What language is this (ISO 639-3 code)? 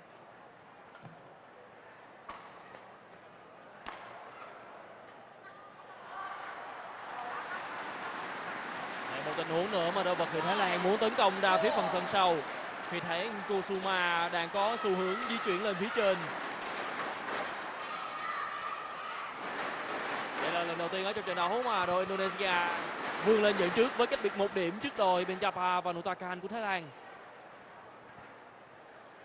vie